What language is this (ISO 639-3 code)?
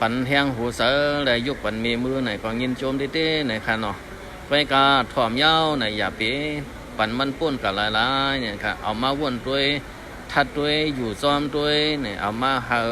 shn